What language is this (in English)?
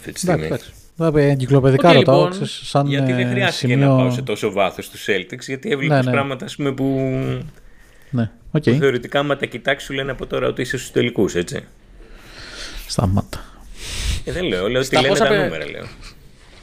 Greek